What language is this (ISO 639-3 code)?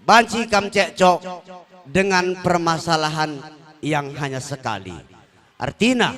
btx